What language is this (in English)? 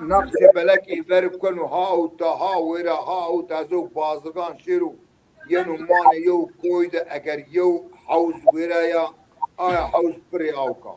Zaza